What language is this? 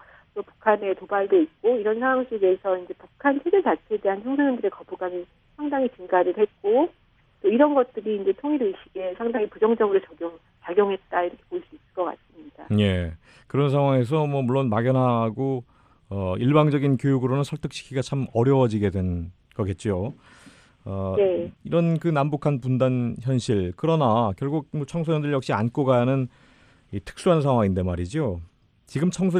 Korean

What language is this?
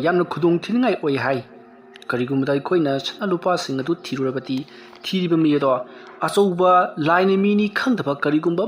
Manipuri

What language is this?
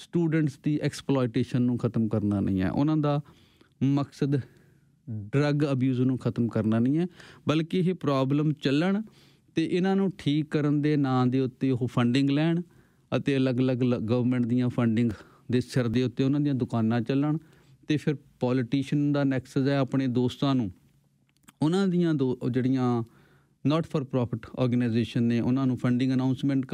Punjabi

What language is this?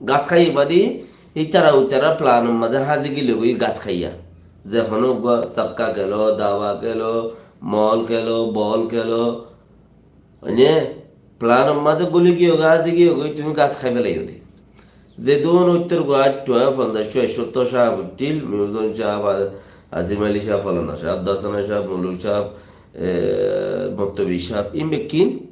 Rohingya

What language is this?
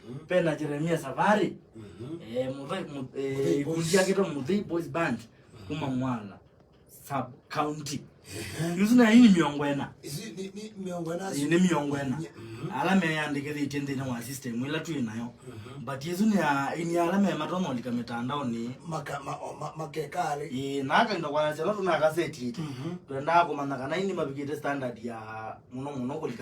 Kamba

